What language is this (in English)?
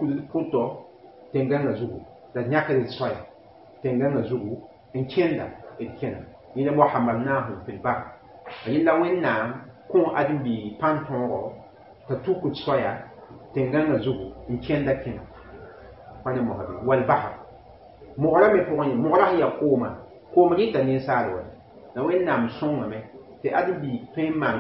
Mossi